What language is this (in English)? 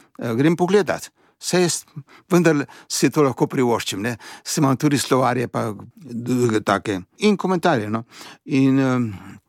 Slovenian